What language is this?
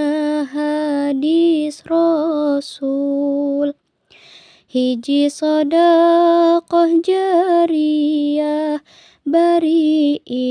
Sundanese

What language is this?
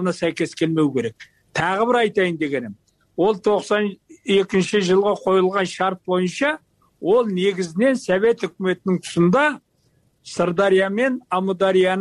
Kyrgyz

